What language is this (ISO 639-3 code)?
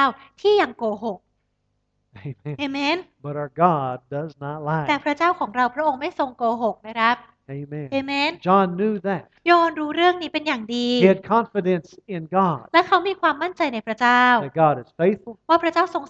tha